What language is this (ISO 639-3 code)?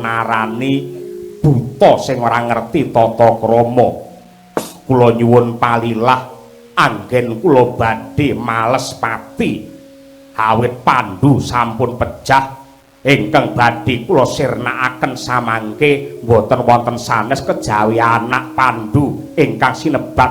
jav